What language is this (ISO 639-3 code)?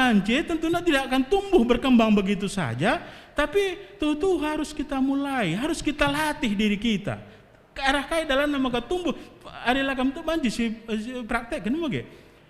btx